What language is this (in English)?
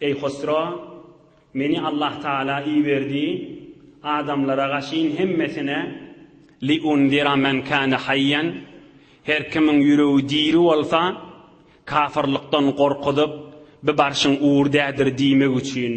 Turkmen